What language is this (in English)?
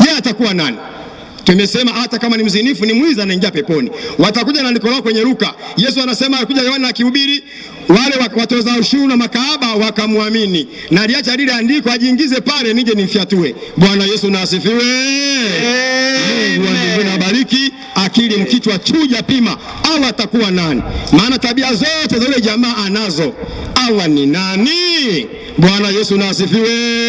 Swahili